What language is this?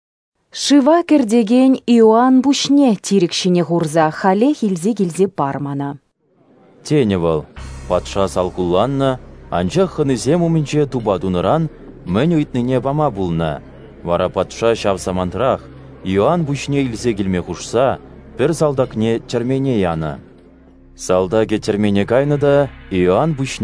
Chuvash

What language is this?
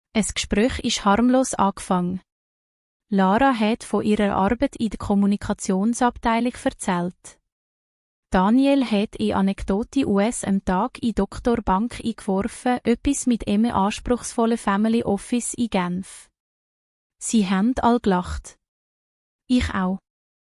Swiss German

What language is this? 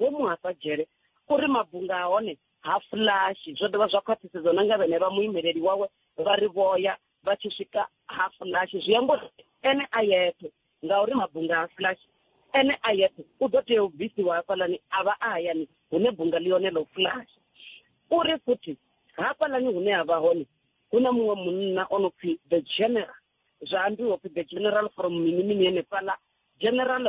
Venda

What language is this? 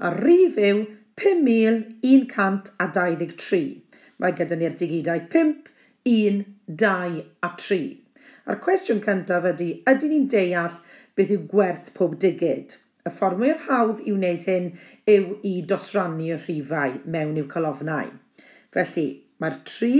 Welsh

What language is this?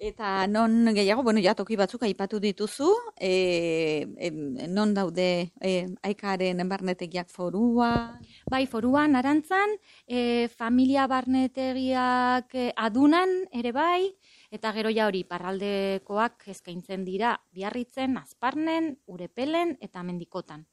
Basque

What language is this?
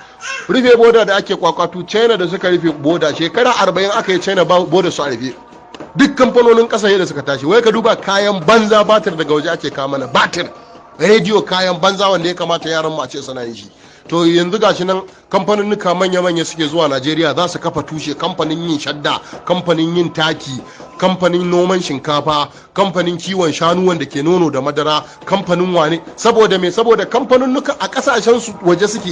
Hausa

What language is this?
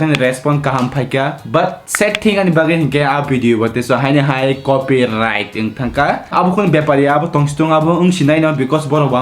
Kok Borok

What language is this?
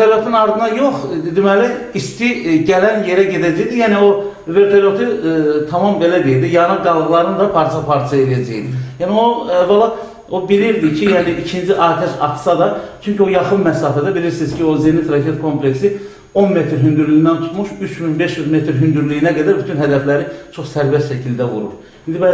Azerbaijani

